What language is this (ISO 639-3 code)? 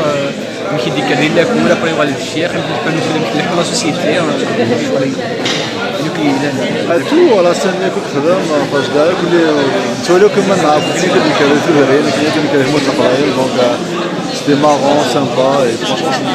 kab